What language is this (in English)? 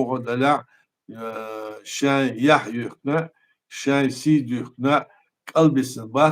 Chechen